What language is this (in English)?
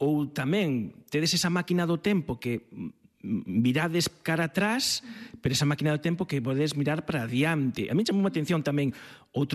Galician